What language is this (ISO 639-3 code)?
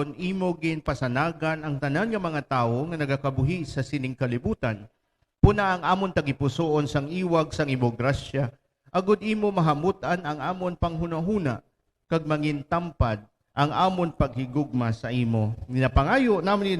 hil